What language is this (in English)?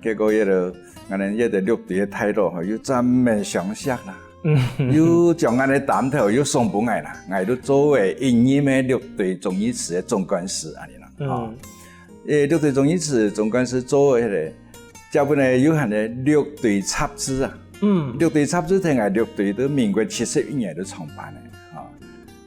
Hakka Chinese